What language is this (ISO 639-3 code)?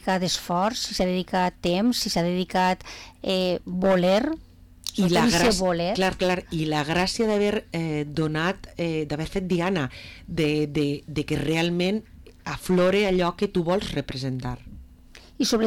cat